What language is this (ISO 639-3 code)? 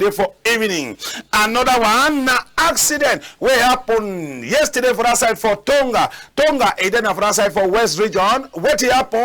wes